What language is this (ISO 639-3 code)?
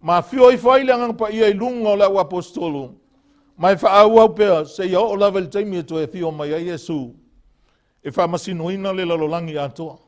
smo